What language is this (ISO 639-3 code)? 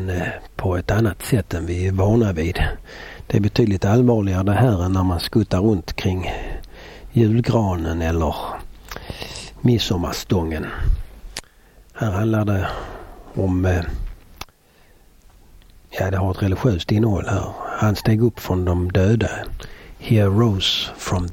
swe